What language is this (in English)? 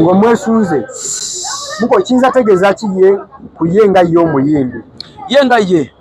Ganda